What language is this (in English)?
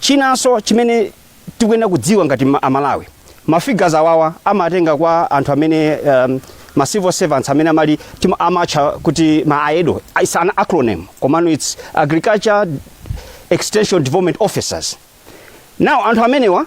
Nyanja